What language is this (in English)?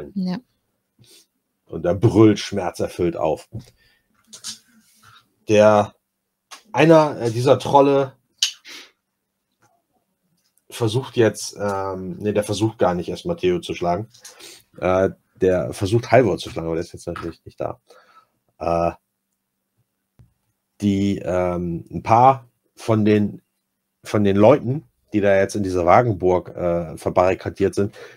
German